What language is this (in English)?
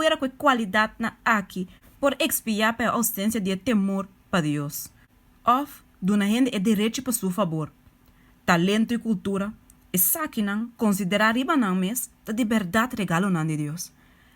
Papiamento